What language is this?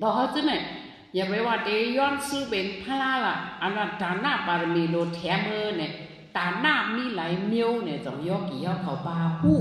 Shan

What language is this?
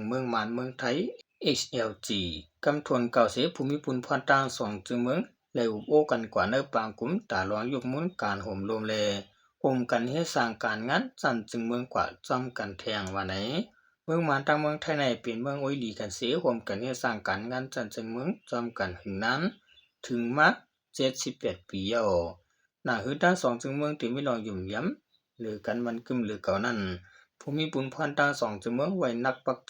Shan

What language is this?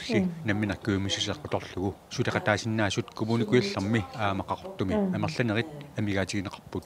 Kalaallisut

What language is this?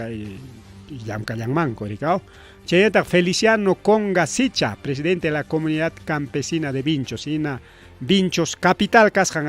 Ayacucho Quechua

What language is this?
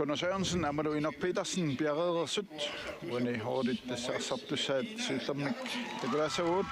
Kalaallisut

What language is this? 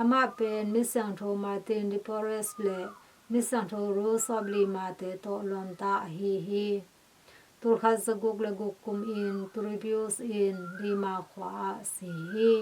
Tedim Chin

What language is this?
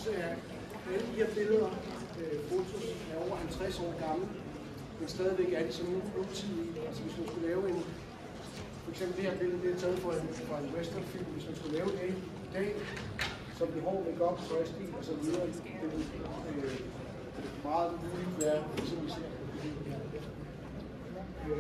Danish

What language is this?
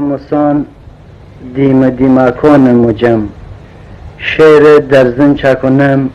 Gilaki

